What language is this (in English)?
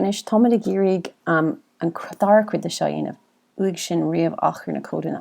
Irish